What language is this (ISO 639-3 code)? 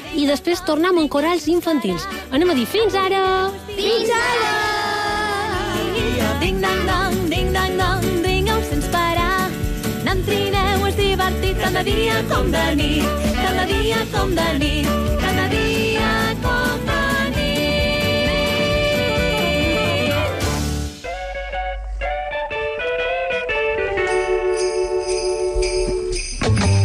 cat